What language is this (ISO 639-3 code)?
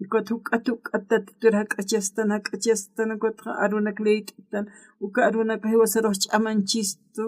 aym